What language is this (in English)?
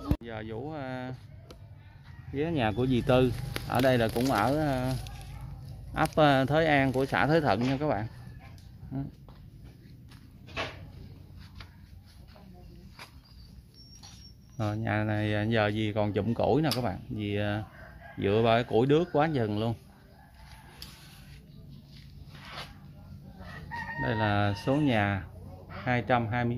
Vietnamese